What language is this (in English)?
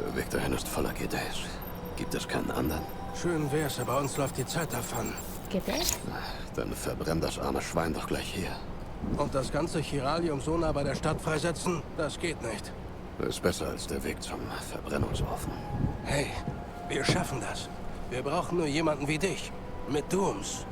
Swiss German